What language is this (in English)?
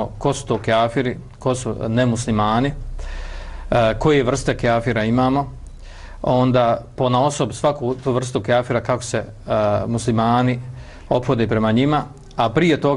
Bosnian